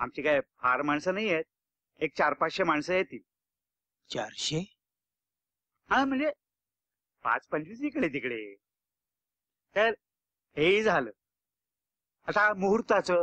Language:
Marathi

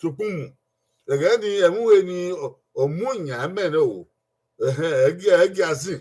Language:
Bini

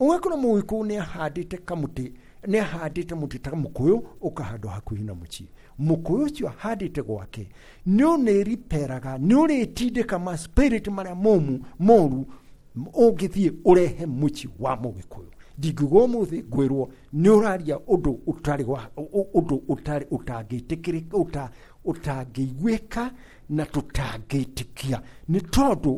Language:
Kikuyu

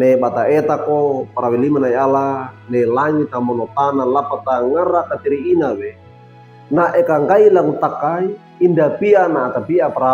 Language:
Wejewa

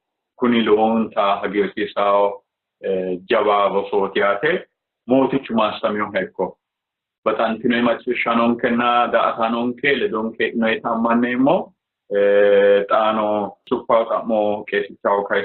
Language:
Sidamo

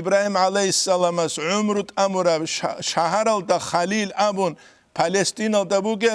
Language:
Avaric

